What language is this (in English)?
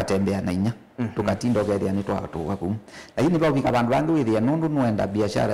Kamba